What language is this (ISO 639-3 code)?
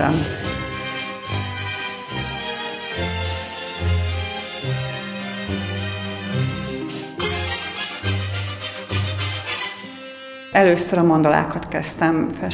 hun